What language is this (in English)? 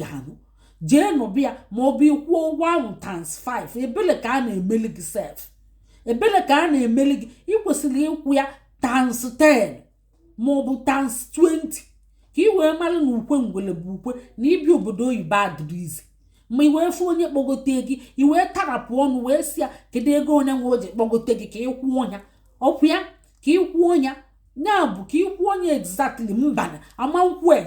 Igbo